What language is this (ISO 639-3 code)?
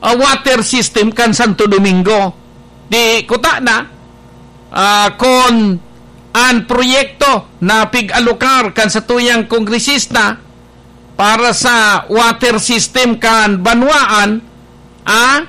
bik